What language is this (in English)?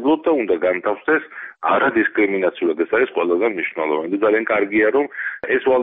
Georgian